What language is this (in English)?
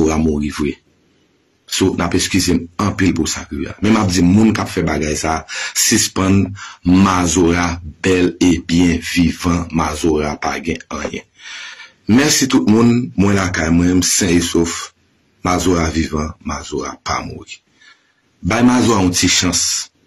Haitian Creole